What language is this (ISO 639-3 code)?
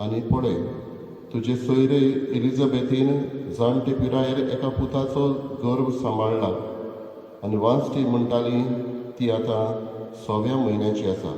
kok